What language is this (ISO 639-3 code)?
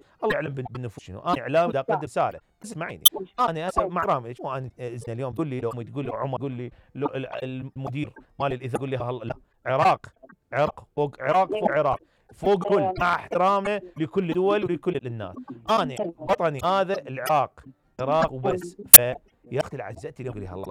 acm